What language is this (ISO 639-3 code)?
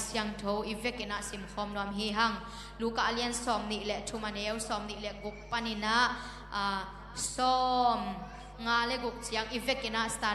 ctd